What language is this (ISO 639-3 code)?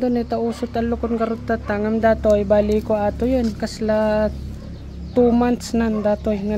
ilo